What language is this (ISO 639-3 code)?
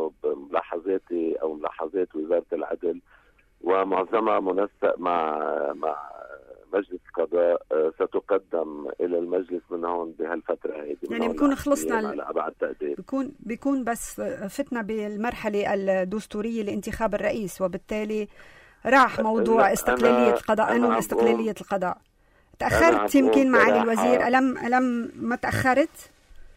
apc